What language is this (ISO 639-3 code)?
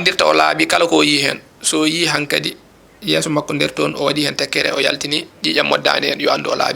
ful